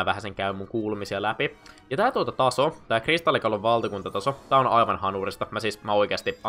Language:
Finnish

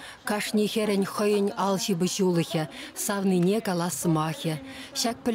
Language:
Chuvash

